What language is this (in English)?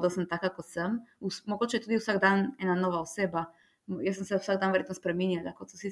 Slovenian